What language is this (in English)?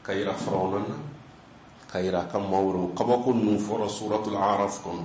Bambara